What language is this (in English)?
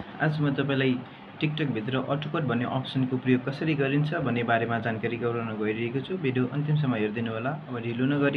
Nepali